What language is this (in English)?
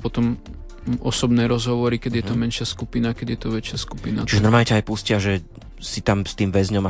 Slovak